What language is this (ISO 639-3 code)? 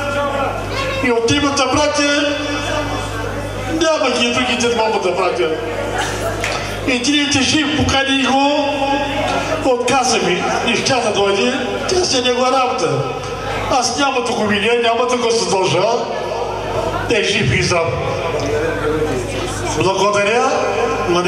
bul